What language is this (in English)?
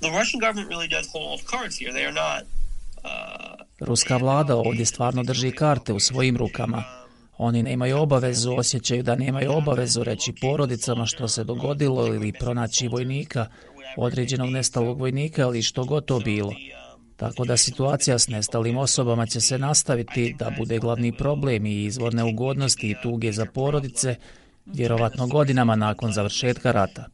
Croatian